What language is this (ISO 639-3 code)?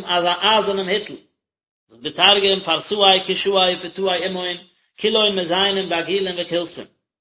yid